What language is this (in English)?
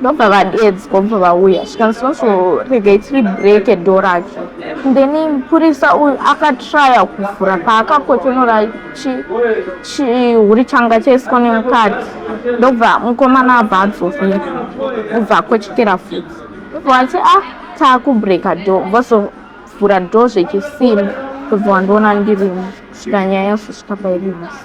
Shona